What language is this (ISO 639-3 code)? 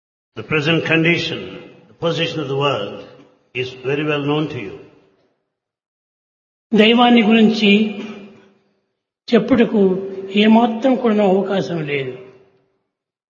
tel